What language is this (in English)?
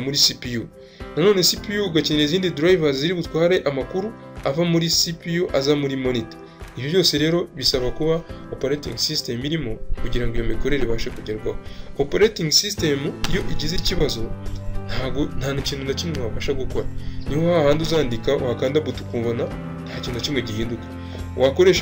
Kinyarwanda